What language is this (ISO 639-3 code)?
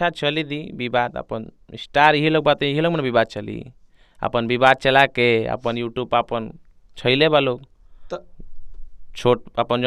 bho